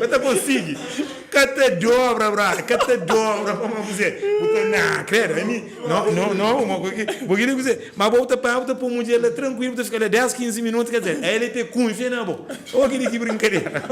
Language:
Kabuverdianu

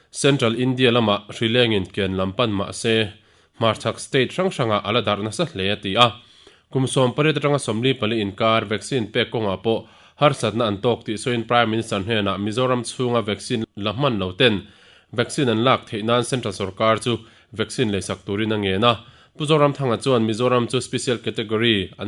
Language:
Mizo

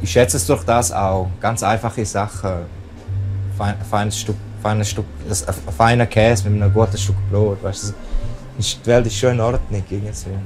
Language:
Romansh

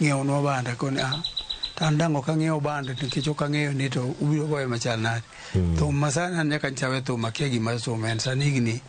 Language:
Luo (Kenya and Tanzania)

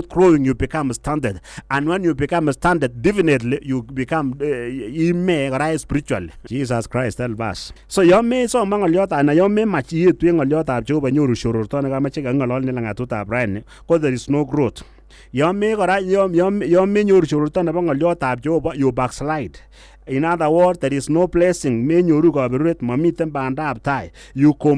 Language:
Kalenjin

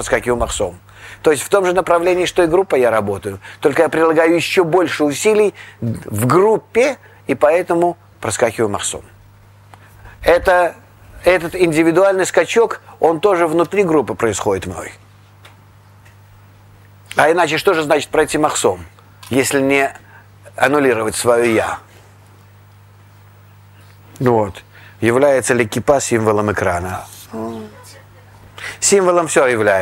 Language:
Russian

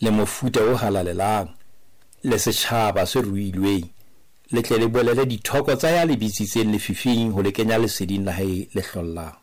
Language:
Southern Sotho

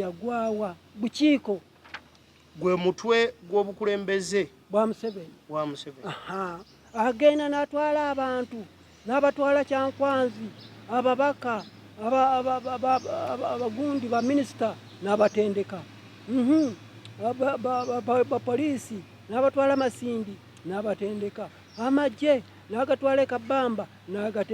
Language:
Ganda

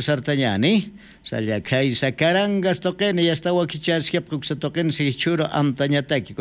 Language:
Aymara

